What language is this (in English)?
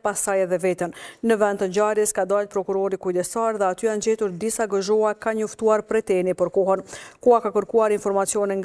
Albanian